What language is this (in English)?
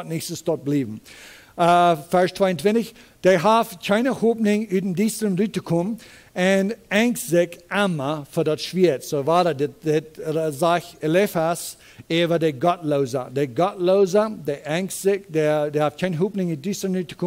Plautdietsch